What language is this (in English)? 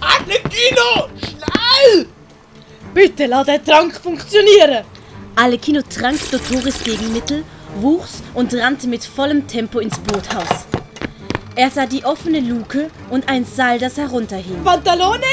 Swiss German